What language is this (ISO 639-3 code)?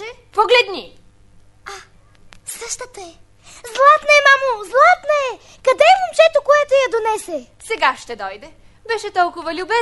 bul